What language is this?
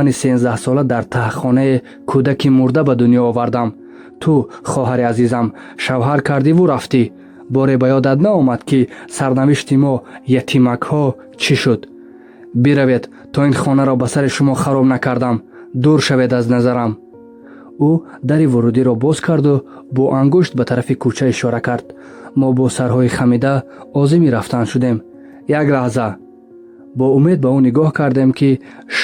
Tajik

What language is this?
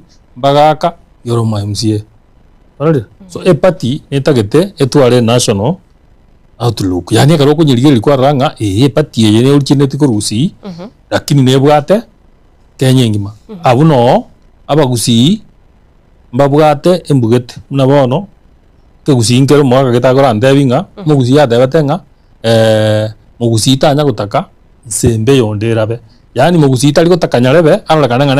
Gusii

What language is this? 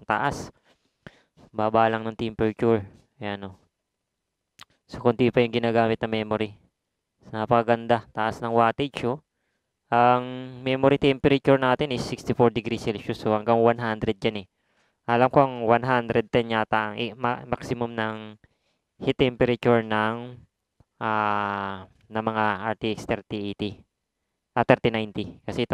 Filipino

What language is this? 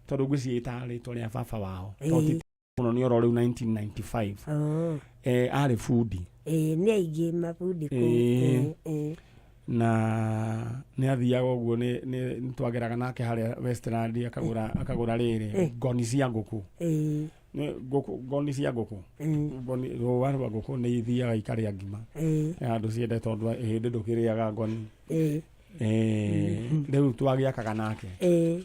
Kikuyu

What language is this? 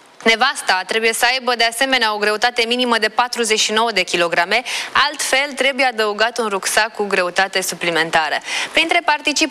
Romanian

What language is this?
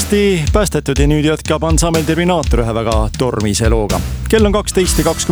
Estonian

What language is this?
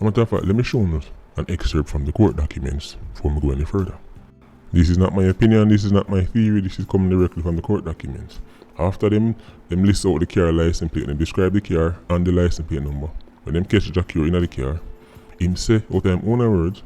Jamaican Creole English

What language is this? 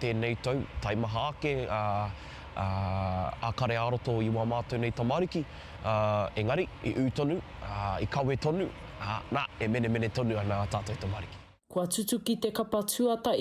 Māori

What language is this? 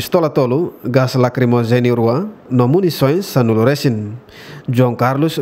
Tetum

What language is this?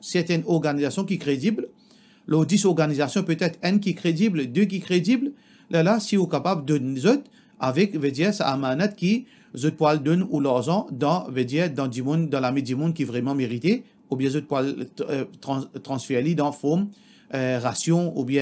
Morisyen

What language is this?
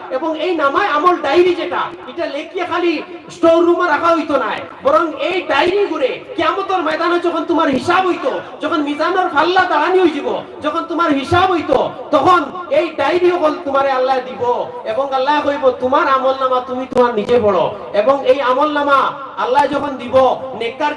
Sylheti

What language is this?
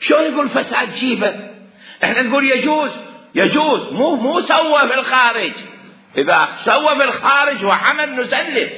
Mesopotamian Arabic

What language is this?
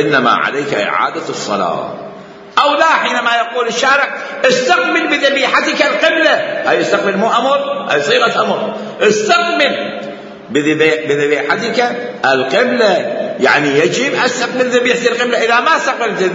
Mesopotamian Arabic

